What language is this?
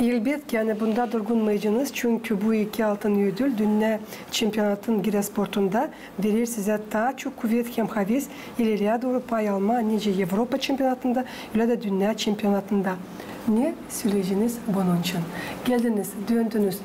Gagauz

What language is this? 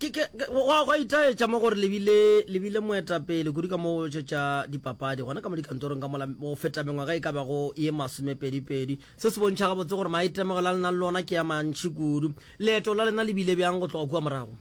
Northern Sotho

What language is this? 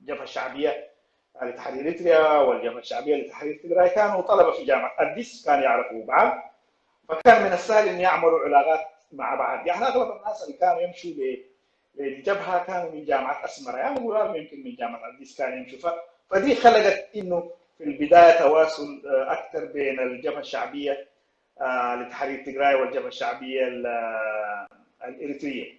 Sudanese Arabic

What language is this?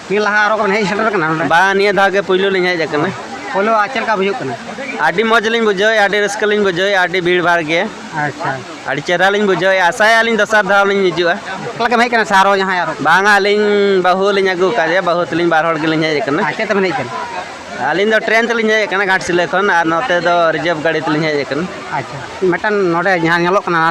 Santali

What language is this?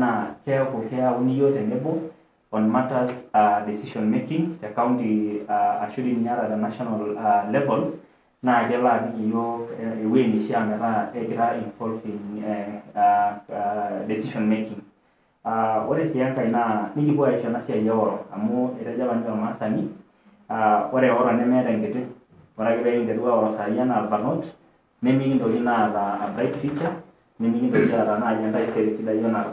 Masai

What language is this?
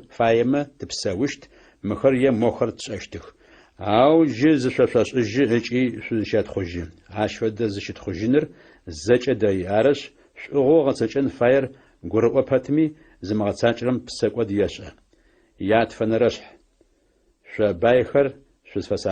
Adyghe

